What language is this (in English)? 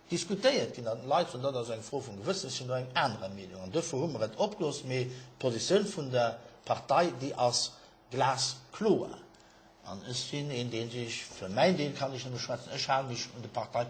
Luxembourgish